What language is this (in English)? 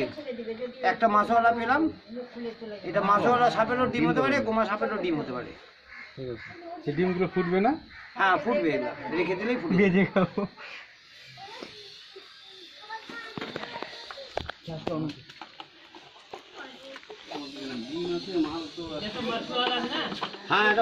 Bangla